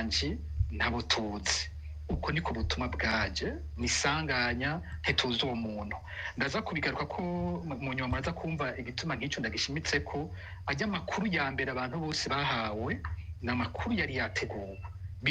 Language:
Rundi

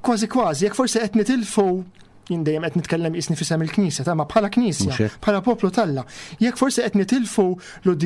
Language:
Maltese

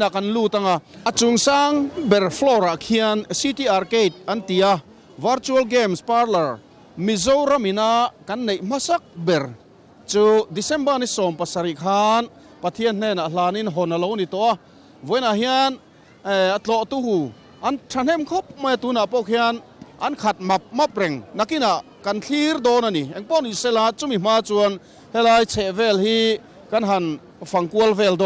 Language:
Mizo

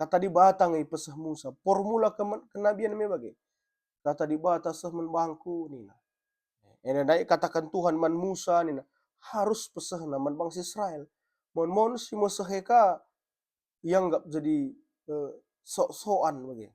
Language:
Batak Karo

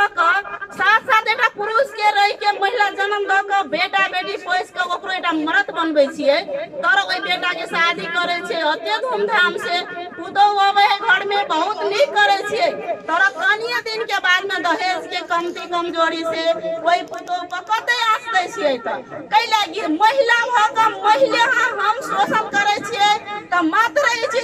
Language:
Maithili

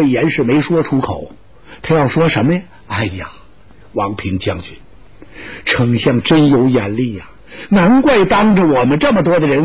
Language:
Chinese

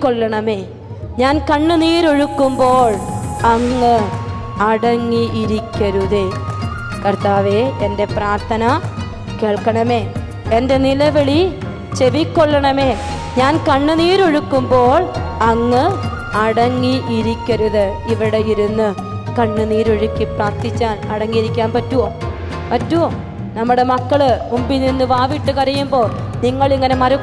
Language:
Malayalam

